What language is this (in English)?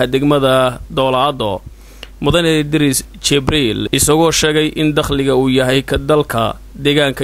Somali